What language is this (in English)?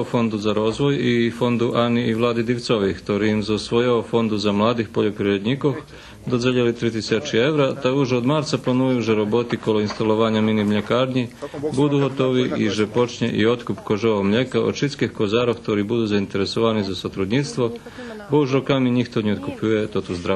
Rusyn